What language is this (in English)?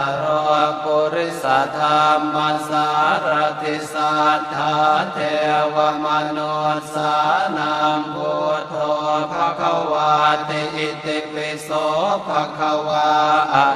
Pali